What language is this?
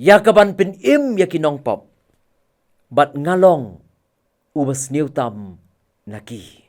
Khasi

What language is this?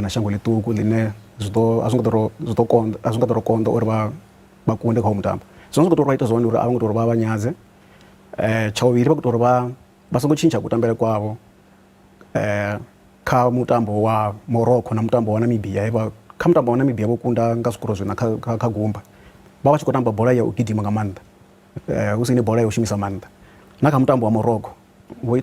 Venda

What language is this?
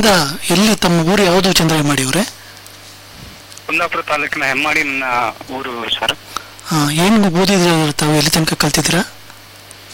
Kannada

